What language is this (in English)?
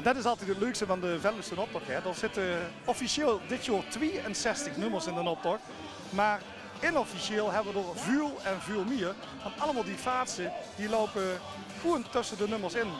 Limburgish